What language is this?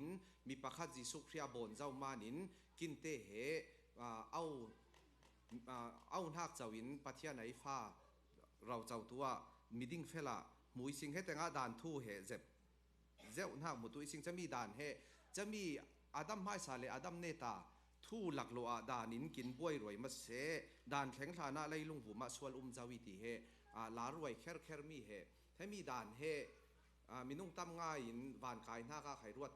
Falam Chin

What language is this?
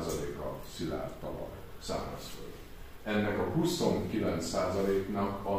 Hungarian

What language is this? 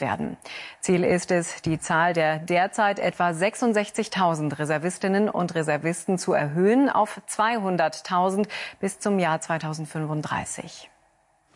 German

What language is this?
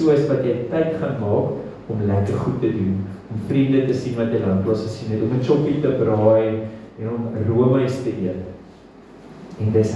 Afrikaans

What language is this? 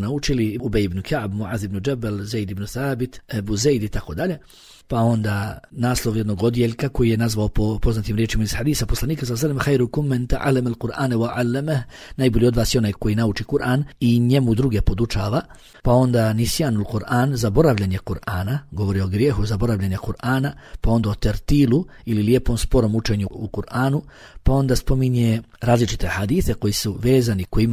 Bosnian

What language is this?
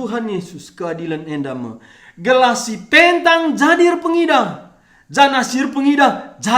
Batak Karo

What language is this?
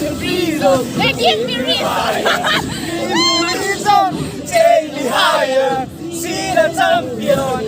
Paite Chin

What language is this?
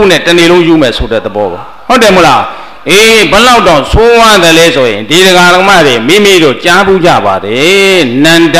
Burmese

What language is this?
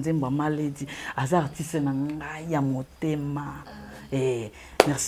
Lingala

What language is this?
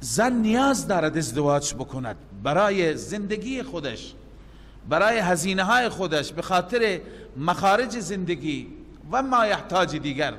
Persian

